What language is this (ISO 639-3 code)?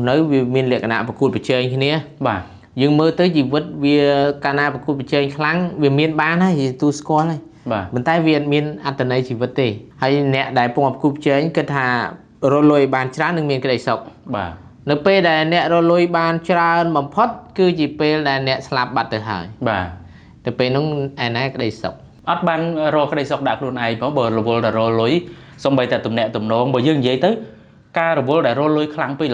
khm